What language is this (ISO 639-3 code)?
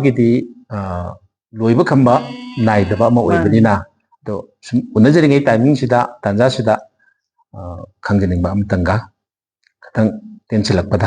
mni